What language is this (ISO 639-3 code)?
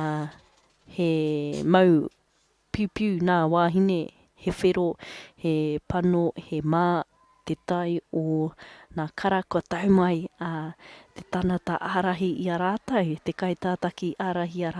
mri